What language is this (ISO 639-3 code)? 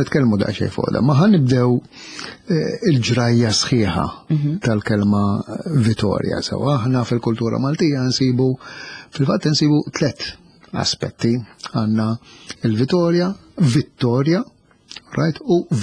mlt